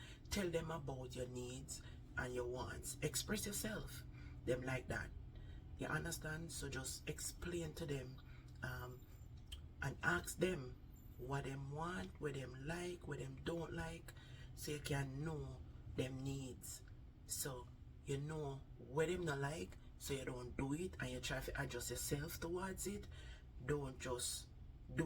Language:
Jamaican Creole English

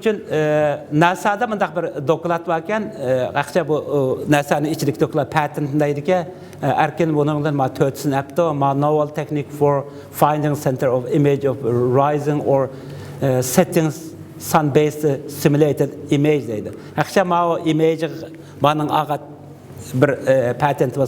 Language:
Uyghur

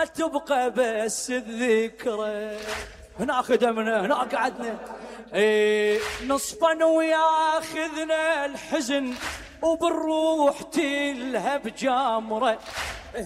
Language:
Mesopotamian Arabic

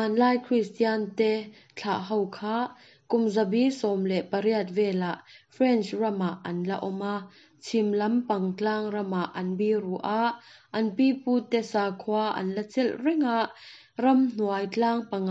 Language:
Mizo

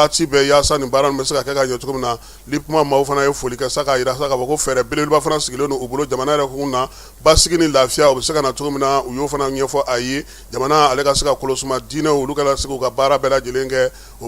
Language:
Bambara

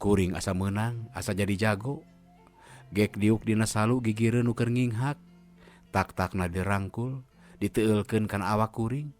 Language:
Sundanese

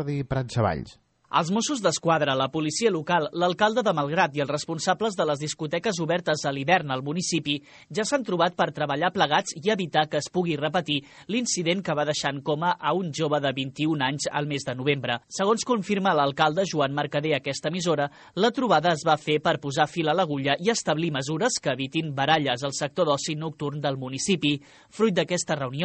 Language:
Catalan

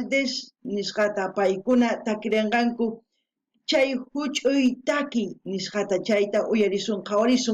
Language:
South Bolivian Quechua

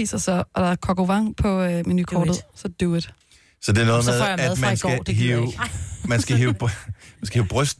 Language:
Danish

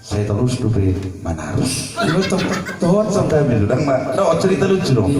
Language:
Batak Toba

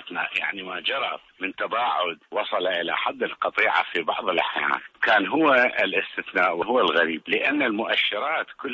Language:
Arabic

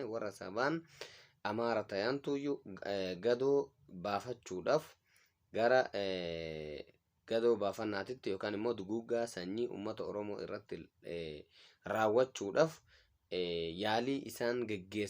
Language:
Oromo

